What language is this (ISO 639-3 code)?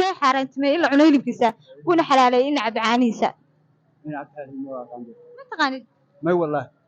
som